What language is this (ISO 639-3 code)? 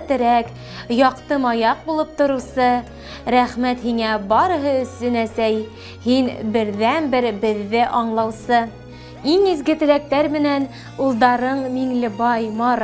bak